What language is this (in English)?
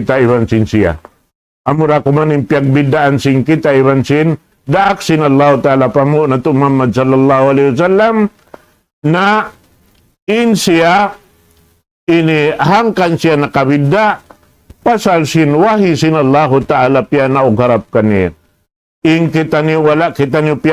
Tausug